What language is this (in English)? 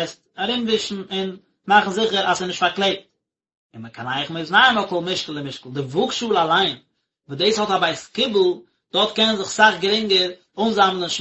Yiddish